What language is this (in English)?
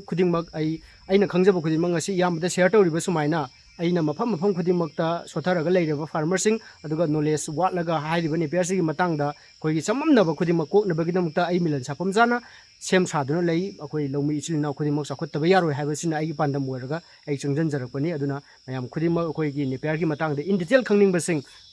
Manipuri